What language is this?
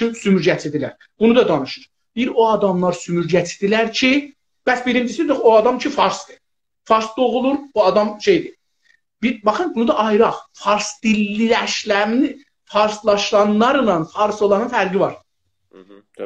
South Azerbaijani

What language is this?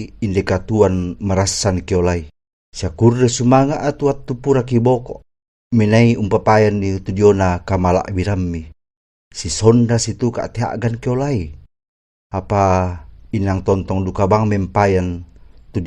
Toraja-Sa'dan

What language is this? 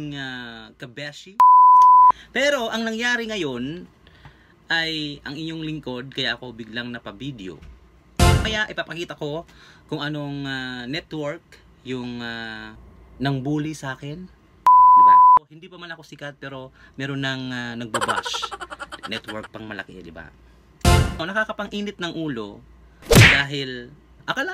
Filipino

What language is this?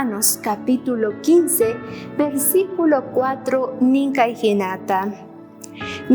South Bolivian Quechua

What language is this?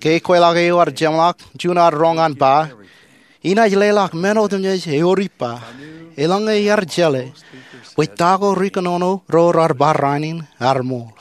Marshallese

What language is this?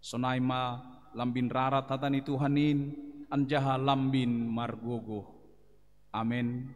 Batak Simalungun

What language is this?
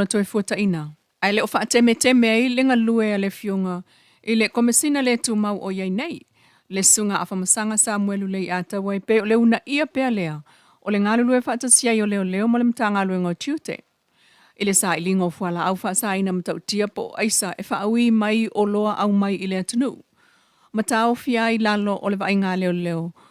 Samoan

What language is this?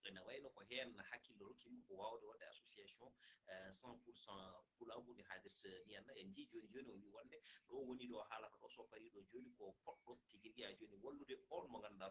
Fula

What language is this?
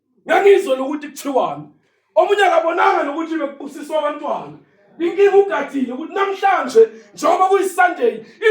Zulu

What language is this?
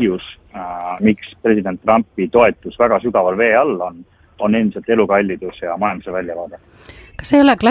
Estonian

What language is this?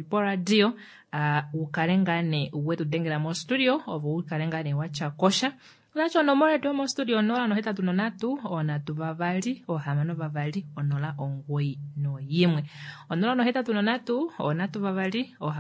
Kuanyama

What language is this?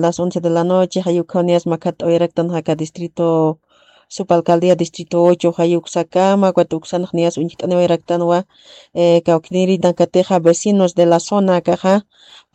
Aymara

